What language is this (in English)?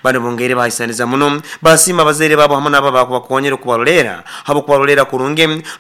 Nyoro